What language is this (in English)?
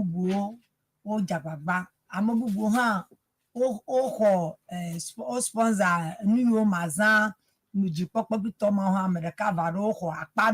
Ewe